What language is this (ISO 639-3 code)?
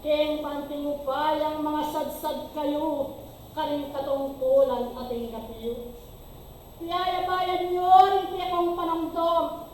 pam